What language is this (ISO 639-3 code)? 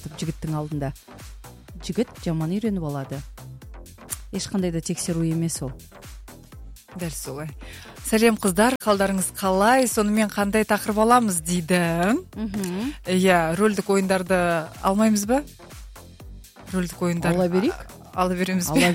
kaz